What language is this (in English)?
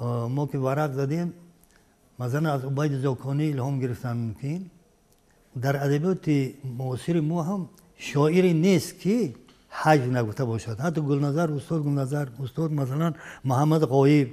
Tajik